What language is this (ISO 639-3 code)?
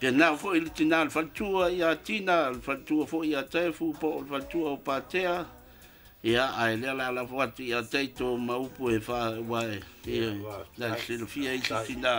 smo